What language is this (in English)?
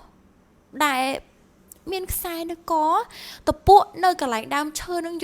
Khmer